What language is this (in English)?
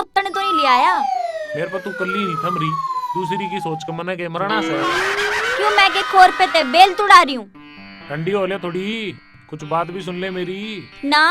Haryanvi